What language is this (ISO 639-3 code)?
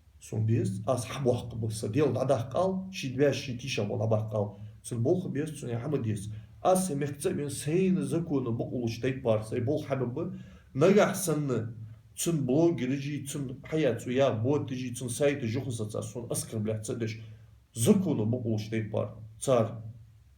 inh